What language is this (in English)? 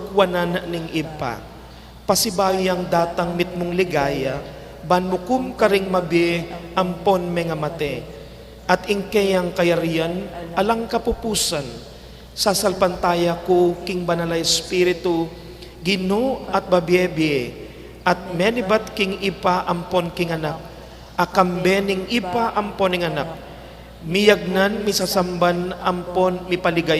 Pampanga